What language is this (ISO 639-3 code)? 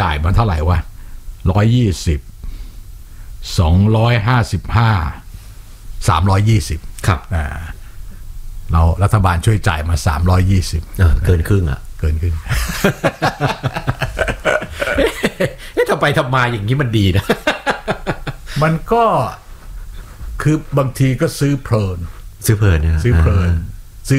tha